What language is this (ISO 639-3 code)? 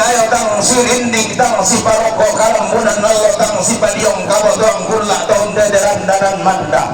sda